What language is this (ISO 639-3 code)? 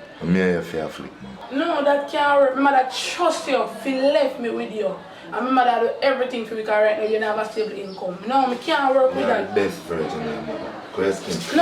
jam